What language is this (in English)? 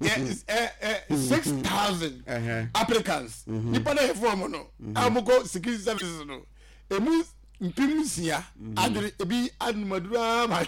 Akan